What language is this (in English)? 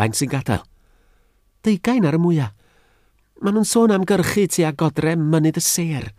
Welsh